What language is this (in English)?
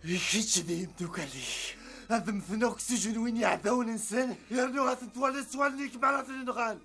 Kabyle